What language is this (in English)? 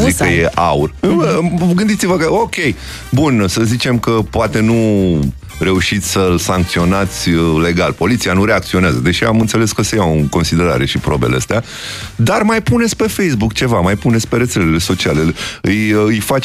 Romanian